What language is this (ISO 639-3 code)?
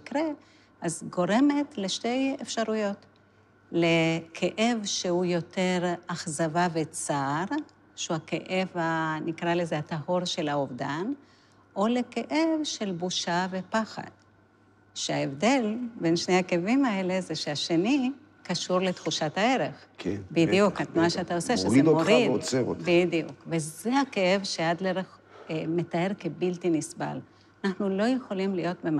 heb